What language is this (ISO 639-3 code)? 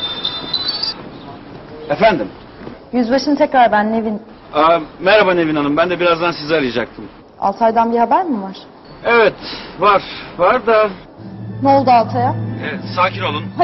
tur